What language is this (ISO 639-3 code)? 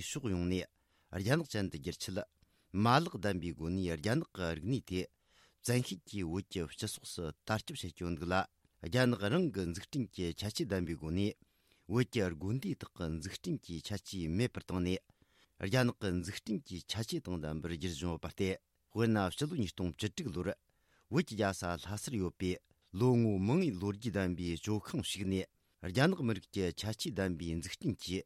bod